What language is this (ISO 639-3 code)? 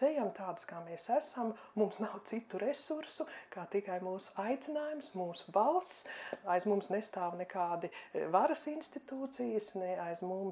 lav